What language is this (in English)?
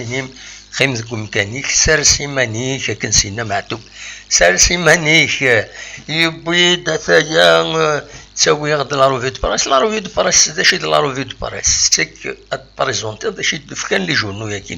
Kabyle